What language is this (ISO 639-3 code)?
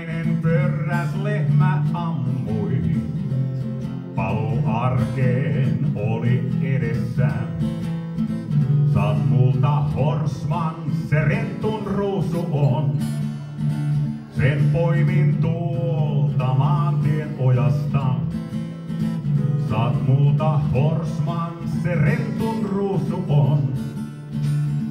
fin